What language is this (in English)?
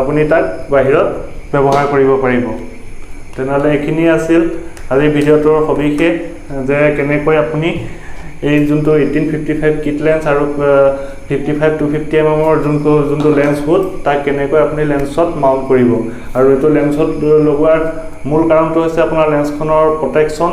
Assamese